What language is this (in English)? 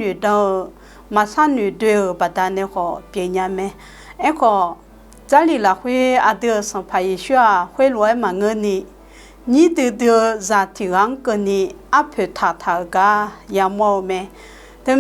Akha